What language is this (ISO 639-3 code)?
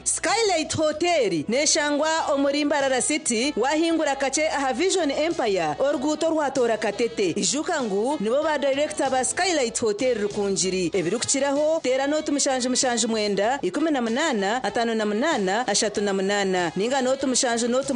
nyn